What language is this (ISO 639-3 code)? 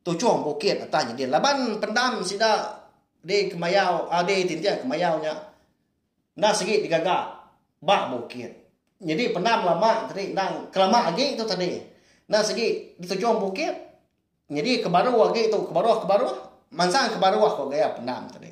iba